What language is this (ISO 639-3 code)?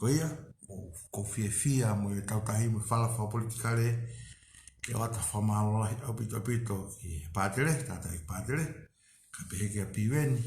ton